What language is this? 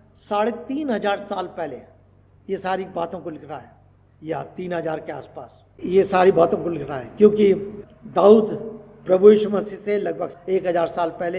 Hindi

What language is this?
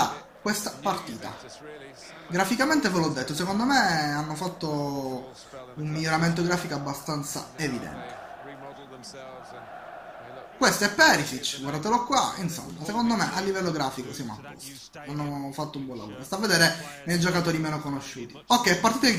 Italian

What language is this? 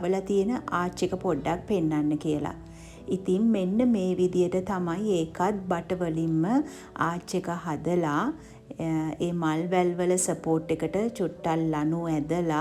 Sinhala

